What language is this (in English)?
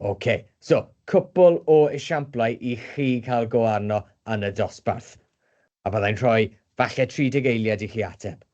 Welsh